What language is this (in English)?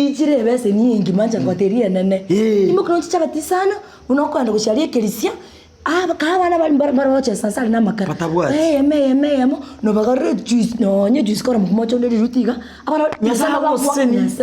Gusii